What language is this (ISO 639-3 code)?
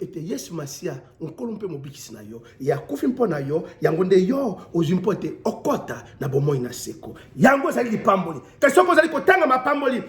lin